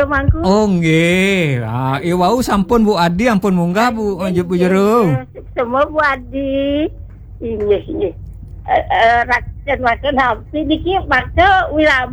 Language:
Balinese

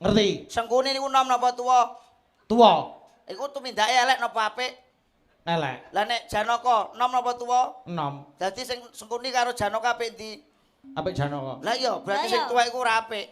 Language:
Javanese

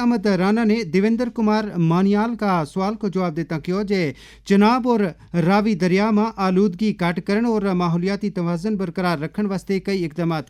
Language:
Gujari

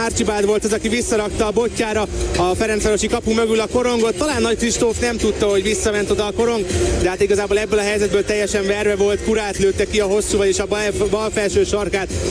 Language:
Hungarian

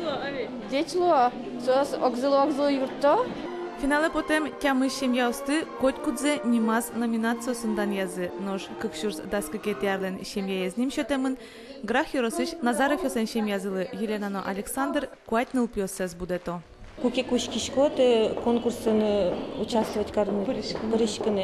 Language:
Udmurt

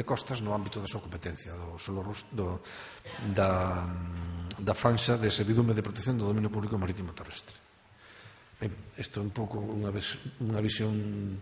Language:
Galician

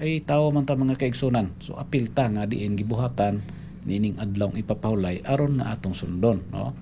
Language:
Cebuano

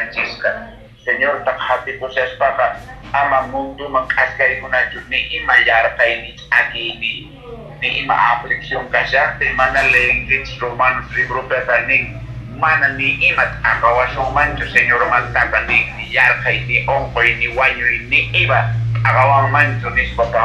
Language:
Quechua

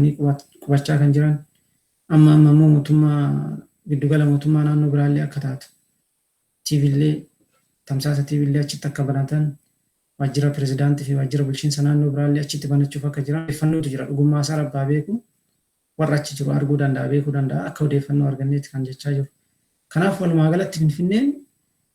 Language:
Oromo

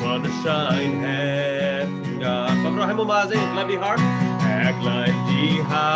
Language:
Plautdietsch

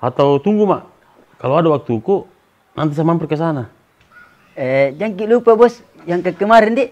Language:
Makassar Malay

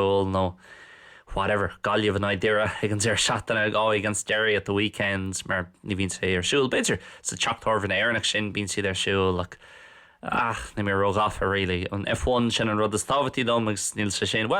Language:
Irish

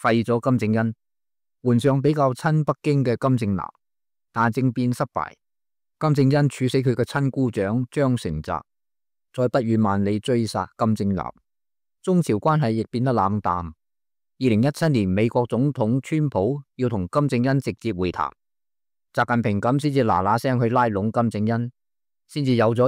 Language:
Cantonese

